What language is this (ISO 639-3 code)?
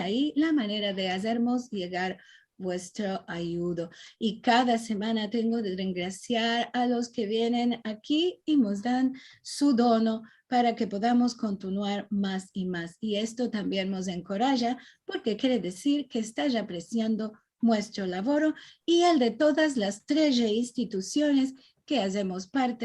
lad